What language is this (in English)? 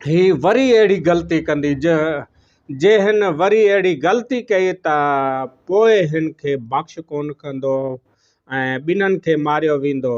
Sindhi